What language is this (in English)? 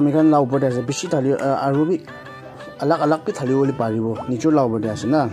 Naga Pidgin